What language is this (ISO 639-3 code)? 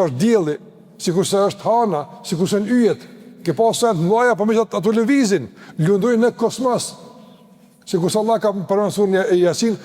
sqi